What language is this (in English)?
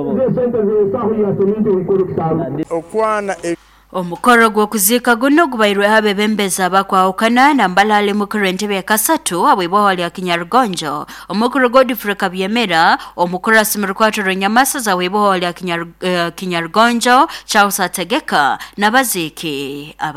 Nyoro